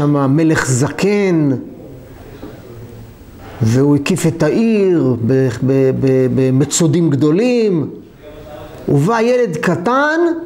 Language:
Hebrew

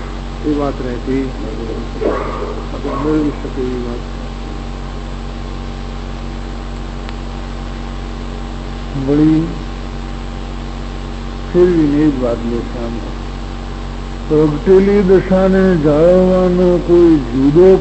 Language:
Gujarati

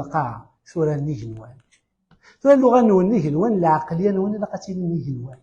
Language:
Kabyle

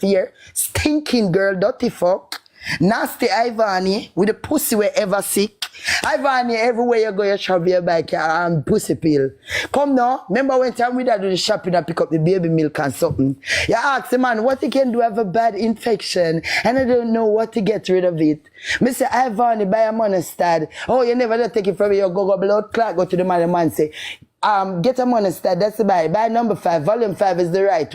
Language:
Jamaican Creole English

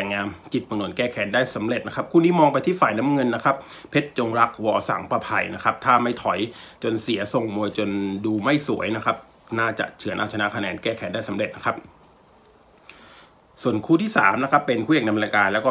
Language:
Thai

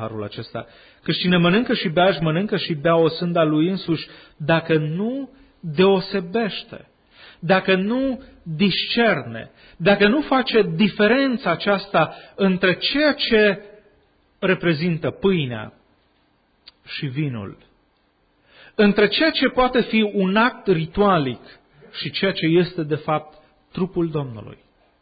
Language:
Romanian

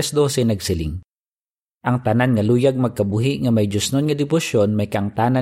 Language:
Hiligaynon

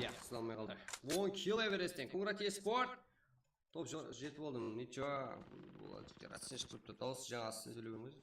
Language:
Kara-Kalpak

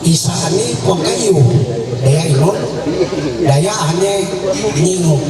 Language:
Ma'anyan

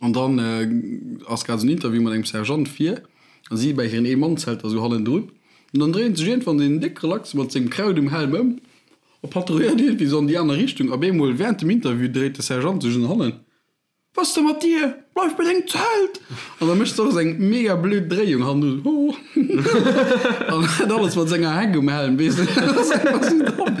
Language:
Luxembourgish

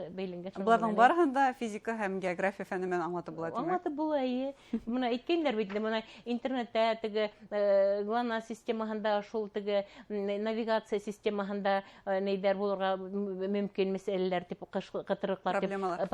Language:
Bashkir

